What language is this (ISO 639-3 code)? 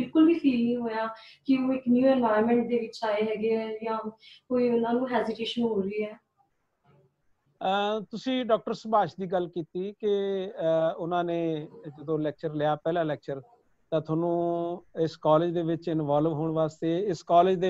pan